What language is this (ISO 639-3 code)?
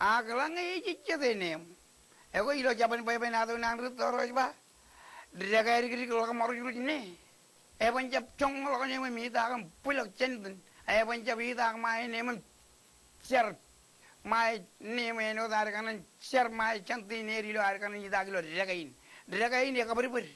mah